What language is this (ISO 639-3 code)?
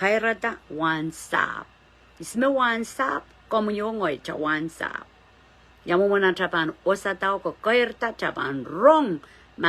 pon